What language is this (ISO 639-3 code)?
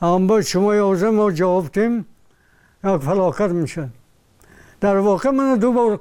tgk